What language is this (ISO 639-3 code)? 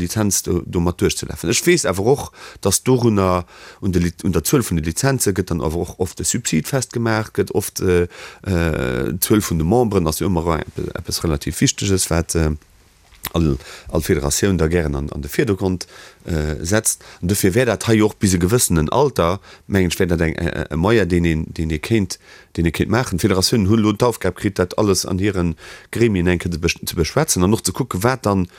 ltz